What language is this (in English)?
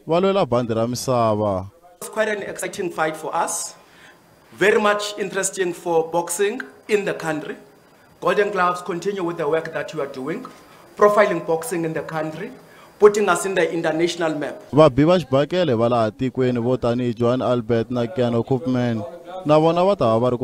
Tsonga